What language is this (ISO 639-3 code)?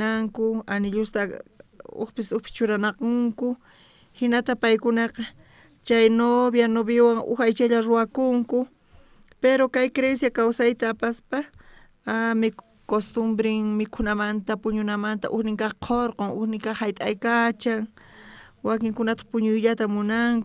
quh